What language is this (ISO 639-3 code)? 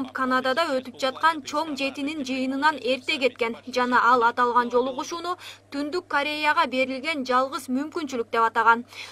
kir